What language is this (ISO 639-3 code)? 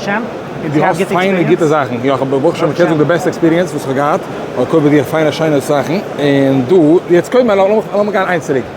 yid